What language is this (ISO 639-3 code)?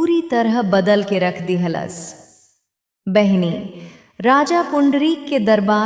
bho